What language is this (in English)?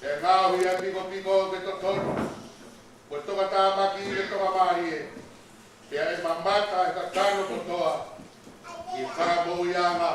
Tongan